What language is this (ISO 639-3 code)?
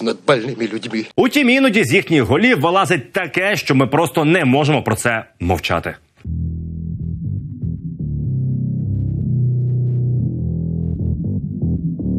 ukr